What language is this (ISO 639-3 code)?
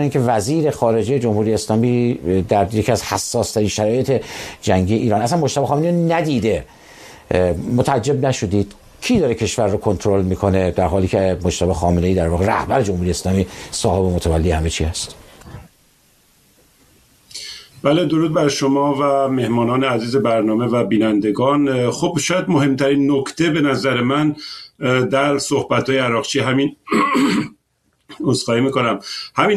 fas